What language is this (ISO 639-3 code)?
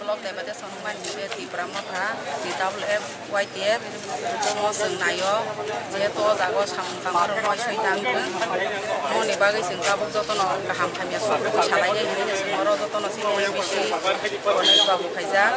trp